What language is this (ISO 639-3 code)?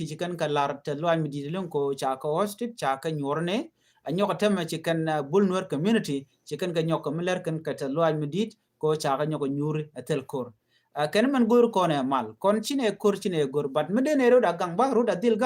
nus